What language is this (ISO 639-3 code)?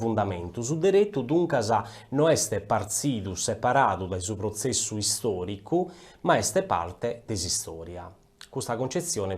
srd